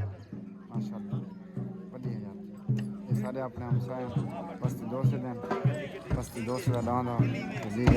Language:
Saraiki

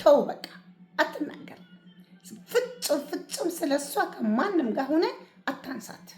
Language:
Amharic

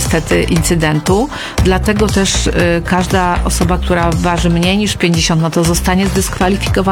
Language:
Polish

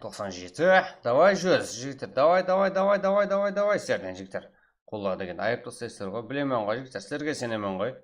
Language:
Kara-Kalpak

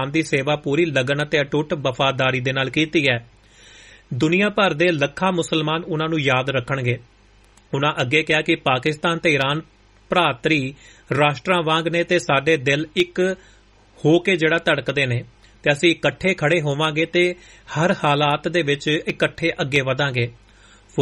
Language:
Punjabi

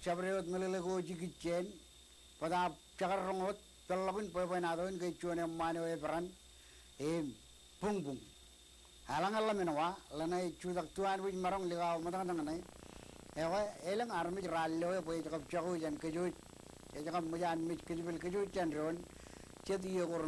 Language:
Marshallese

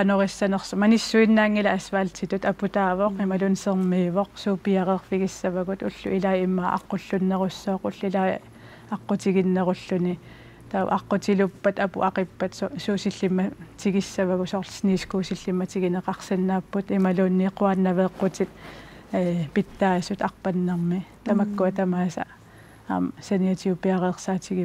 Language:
Kalaallisut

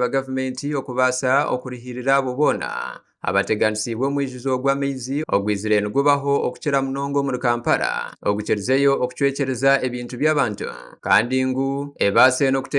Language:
Nyankole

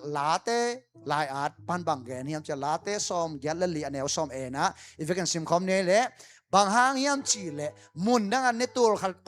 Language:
Tedim Chin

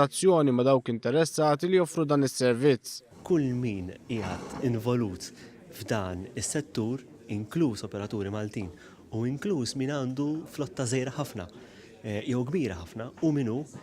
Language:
Maltese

